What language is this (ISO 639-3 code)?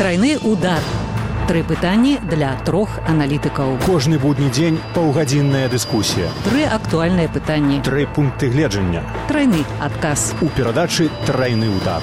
bel